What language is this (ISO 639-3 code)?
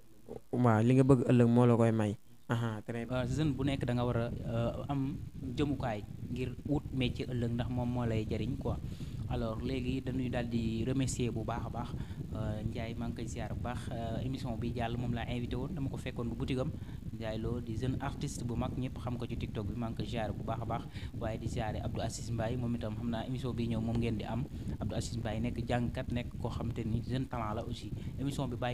wol